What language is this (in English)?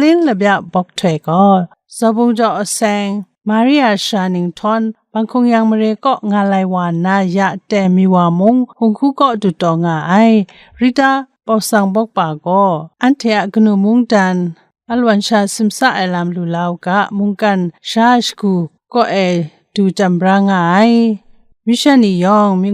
Kachin